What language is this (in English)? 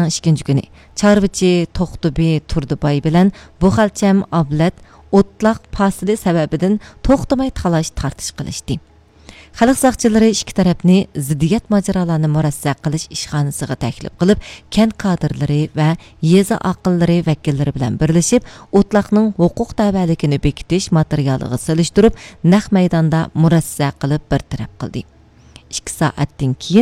Uyghur